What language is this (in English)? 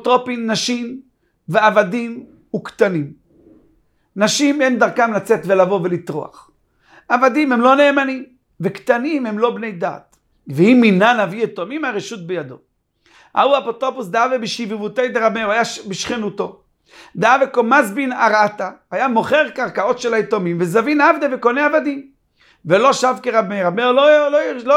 Hebrew